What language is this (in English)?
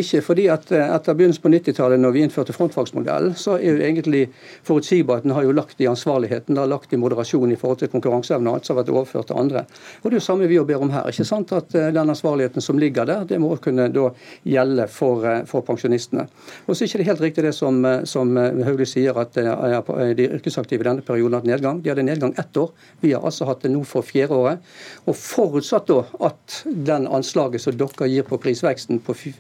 Norwegian